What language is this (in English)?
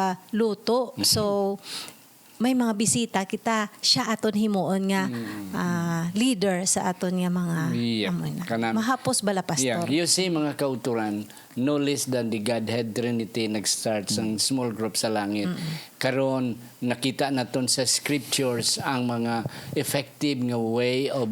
Hiligaynon